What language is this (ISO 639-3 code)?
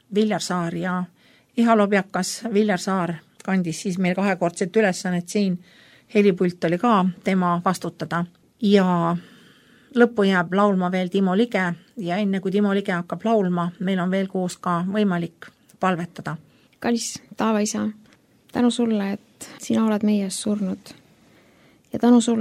est